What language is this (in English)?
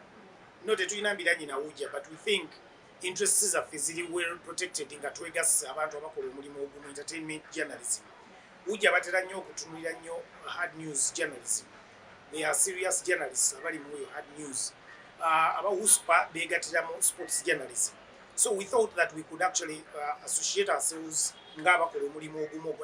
Ganda